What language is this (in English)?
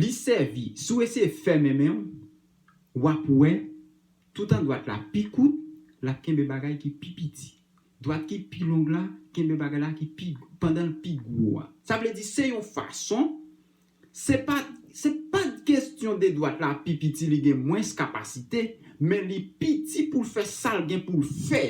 Haitian Creole